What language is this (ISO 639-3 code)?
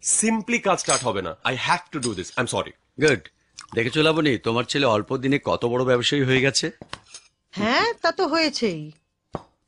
ben